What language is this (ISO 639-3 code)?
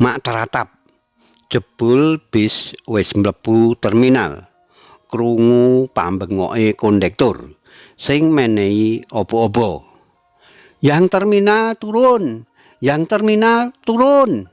jav